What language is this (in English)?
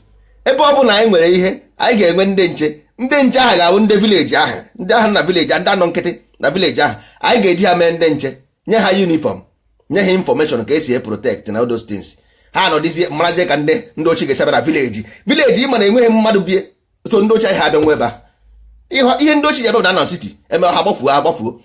Igbo